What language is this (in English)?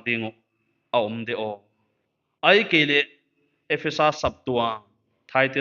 Paite Chin